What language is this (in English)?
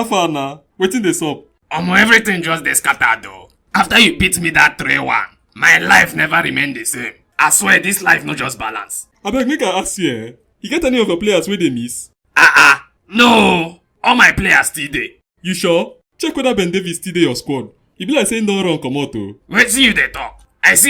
Nigerian Pidgin